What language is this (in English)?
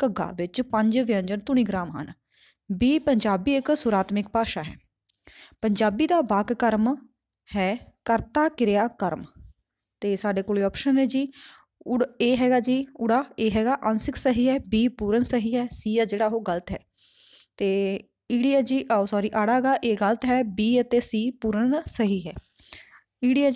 Punjabi